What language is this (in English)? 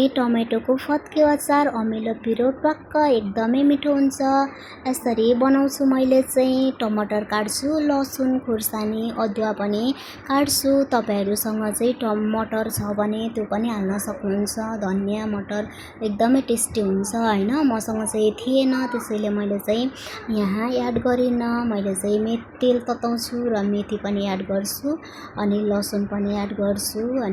Nepali